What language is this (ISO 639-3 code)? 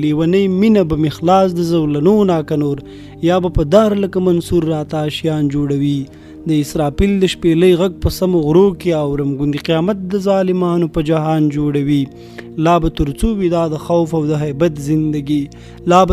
pus